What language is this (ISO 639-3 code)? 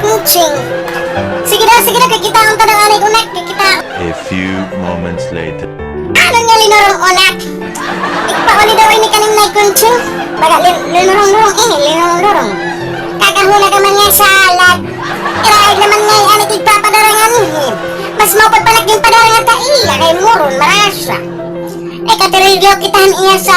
war